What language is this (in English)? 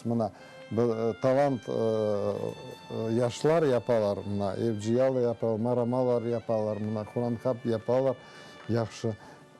Crimean Tatar